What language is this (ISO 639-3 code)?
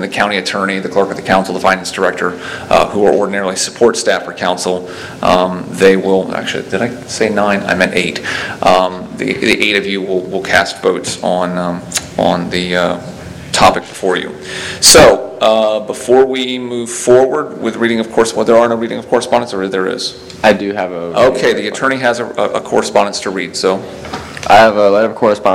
eng